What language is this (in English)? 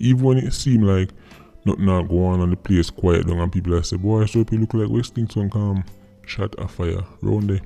Jamaican Creole English